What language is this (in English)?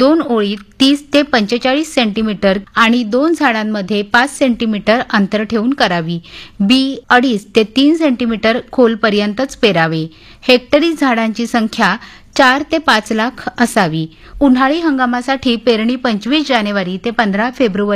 Marathi